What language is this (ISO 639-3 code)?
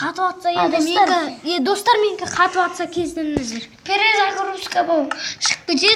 kaz